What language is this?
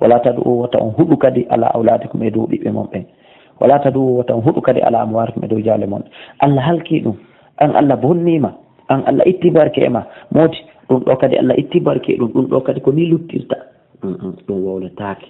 Fula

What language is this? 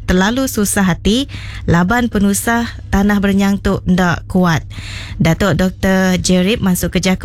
Iban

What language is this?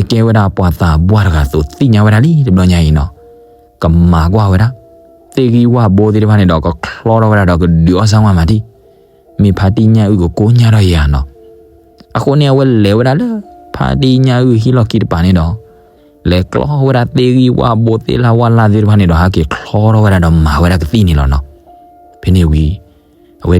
S'gaw Karen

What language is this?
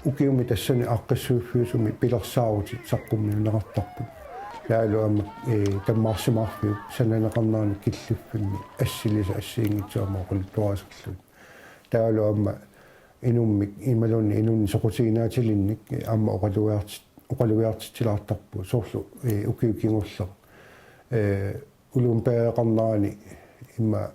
Kalaallisut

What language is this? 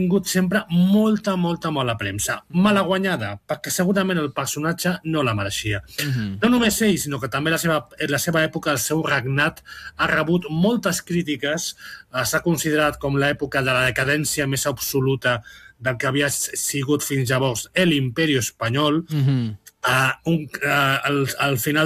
Catalan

